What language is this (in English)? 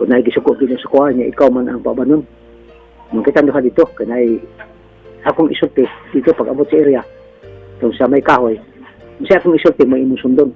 Cebuano